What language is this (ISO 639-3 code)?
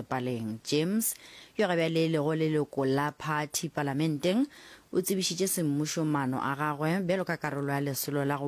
nso